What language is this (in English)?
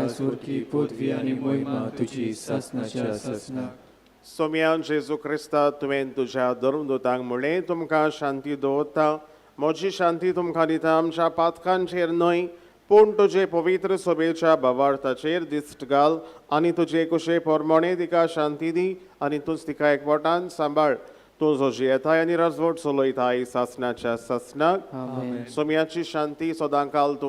Konkani